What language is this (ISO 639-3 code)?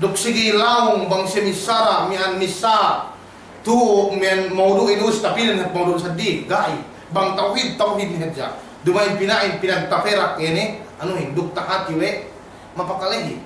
yka